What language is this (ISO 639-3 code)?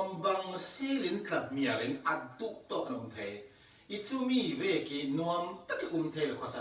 cfm